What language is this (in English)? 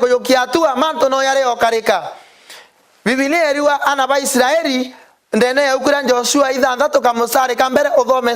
Meru